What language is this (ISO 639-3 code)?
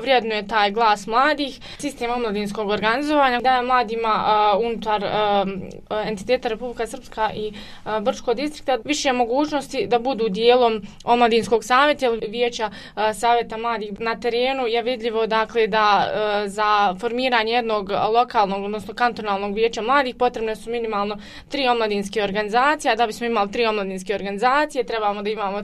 bos